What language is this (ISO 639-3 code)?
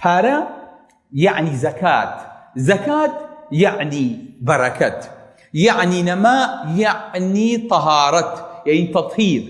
ckb